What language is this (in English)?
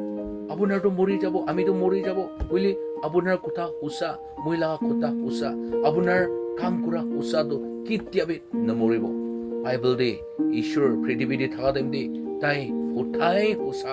Naga Pidgin